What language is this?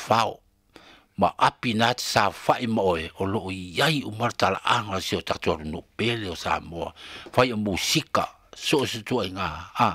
Samoan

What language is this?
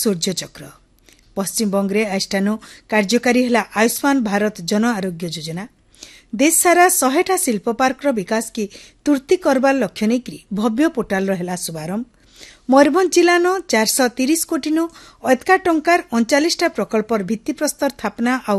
Odia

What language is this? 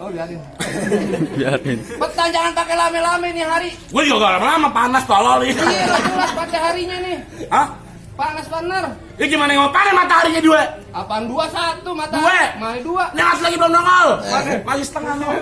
Betawi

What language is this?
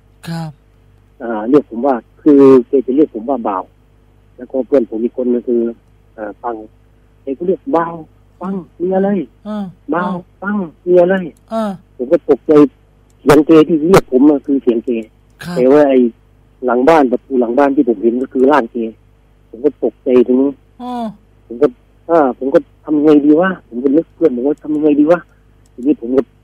Thai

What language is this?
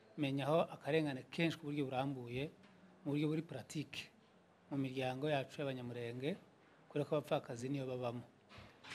Kinyarwanda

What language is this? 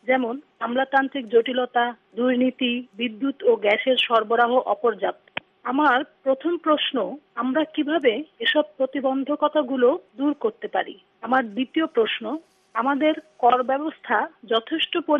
Bangla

